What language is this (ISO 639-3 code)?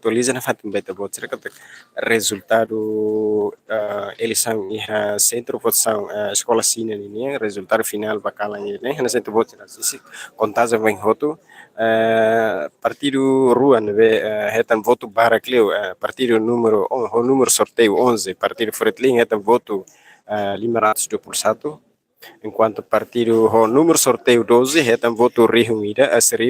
tet